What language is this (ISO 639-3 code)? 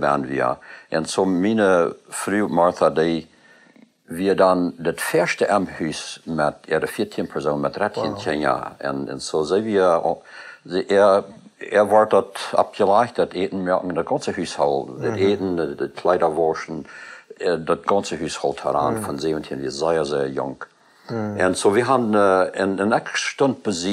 pdt